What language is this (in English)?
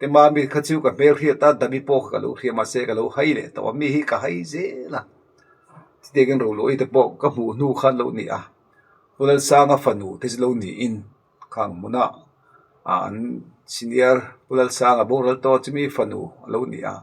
Mizo